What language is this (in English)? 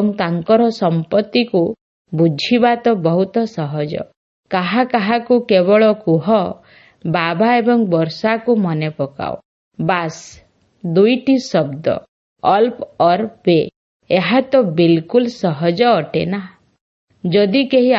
Odia